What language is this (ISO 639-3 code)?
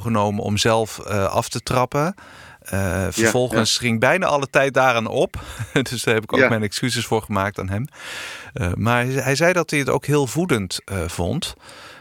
nld